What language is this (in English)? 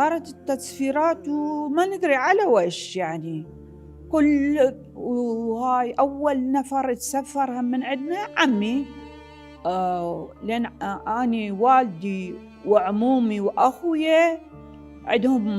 Mesopotamian Arabic